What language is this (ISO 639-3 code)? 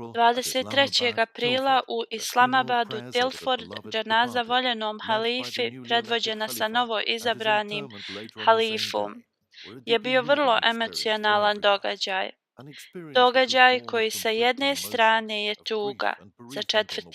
bos